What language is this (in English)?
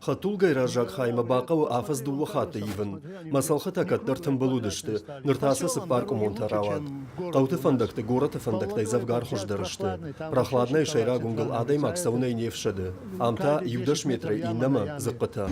Ossetic